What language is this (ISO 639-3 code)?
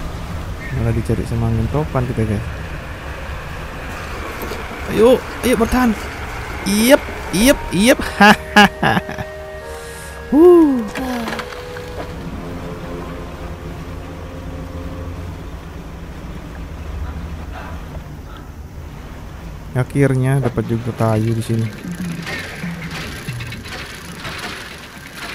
ind